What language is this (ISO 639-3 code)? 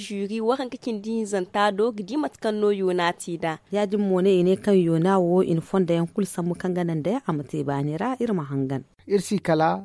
dje